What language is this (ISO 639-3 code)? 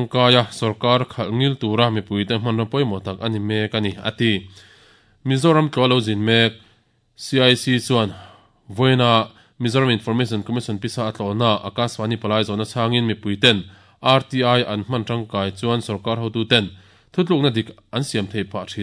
lus